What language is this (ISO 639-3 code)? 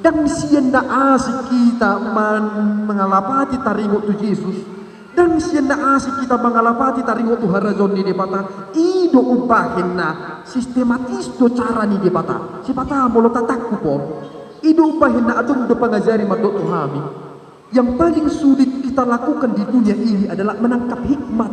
bbc